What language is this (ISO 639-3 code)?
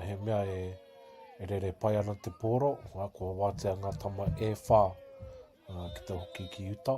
mri